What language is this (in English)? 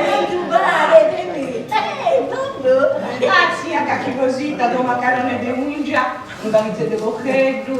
Sardinian